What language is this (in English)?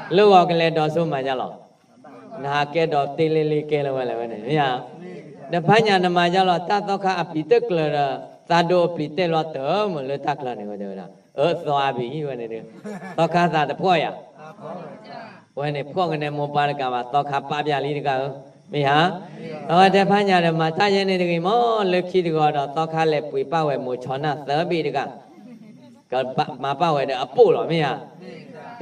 S'gaw Karen